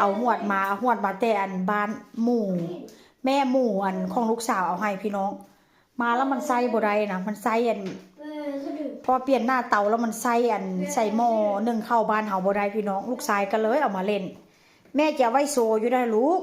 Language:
Northeastern Thai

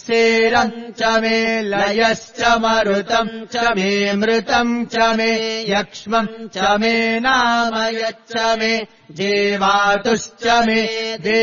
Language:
Sanskrit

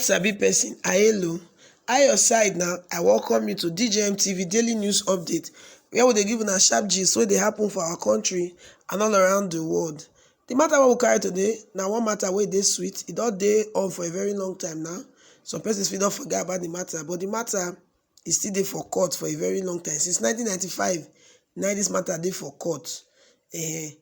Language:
Nigerian Pidgin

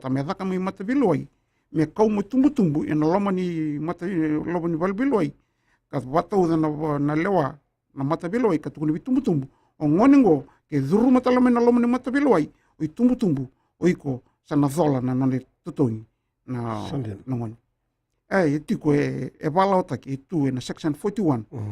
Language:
Fijian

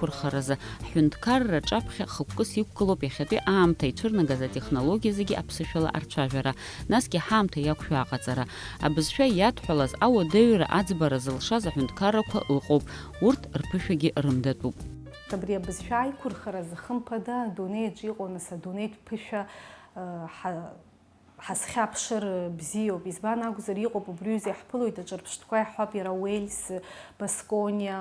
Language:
Abkhazian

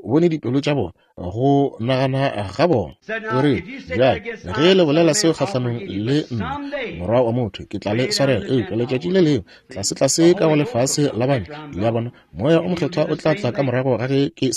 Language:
Northern Sotho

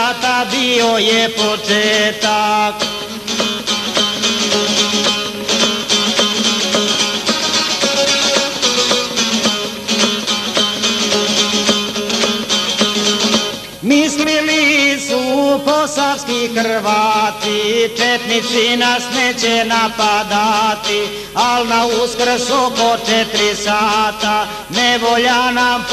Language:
Croatian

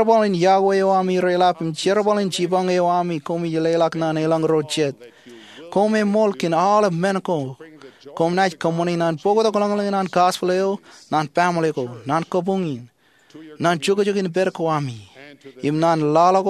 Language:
Marshallese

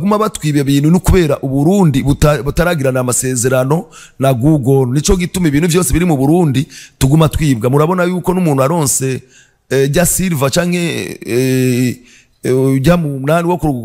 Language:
Rundi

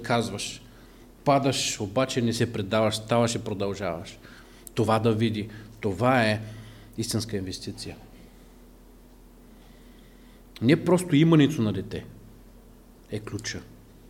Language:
Bulgarian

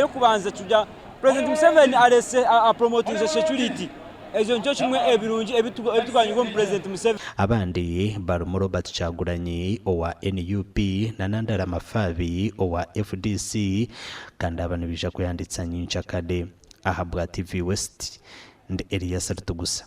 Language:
Nyankole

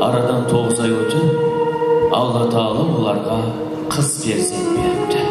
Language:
Kara-Kalpak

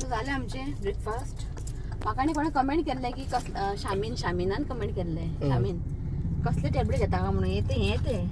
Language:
Konkani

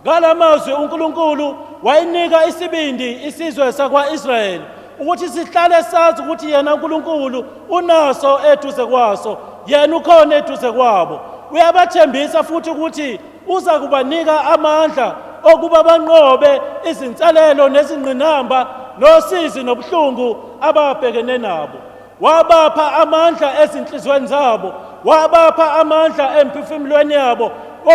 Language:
Zulu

